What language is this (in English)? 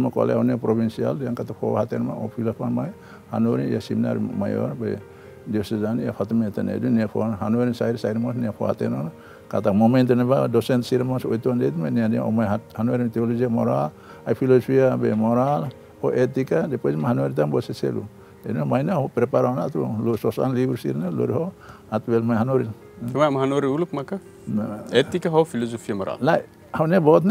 Tetum